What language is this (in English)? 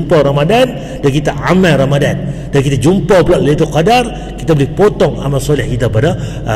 Malay